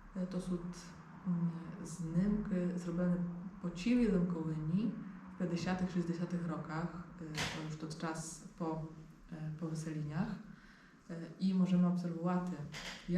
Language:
Rusyn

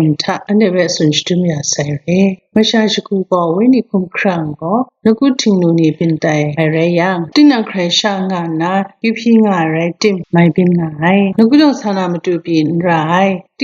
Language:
Kachin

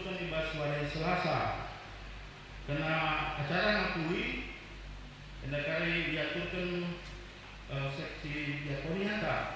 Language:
Batak Karo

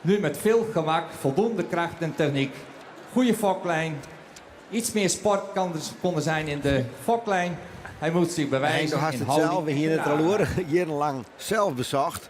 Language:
Western Frisian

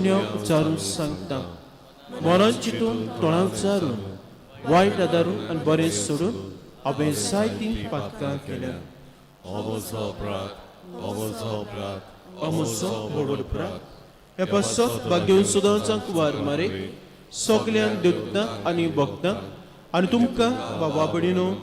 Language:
Konkani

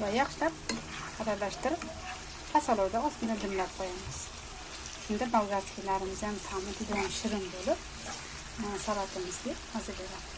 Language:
Uzbek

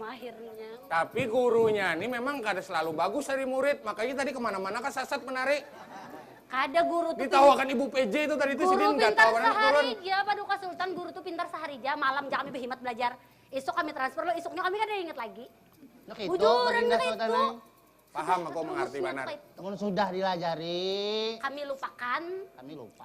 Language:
Banjar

